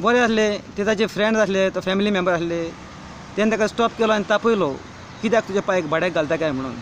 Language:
Konkani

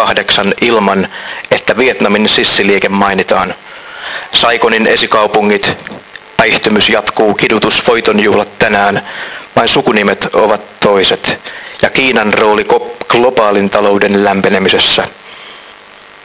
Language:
Finnish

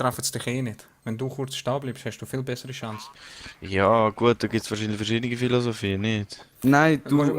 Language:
Swiss German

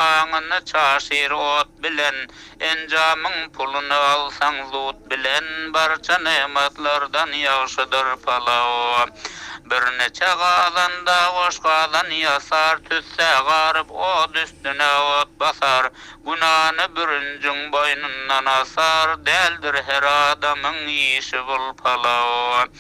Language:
Turkmen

